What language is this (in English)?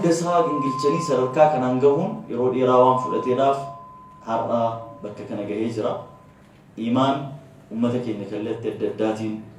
Oromo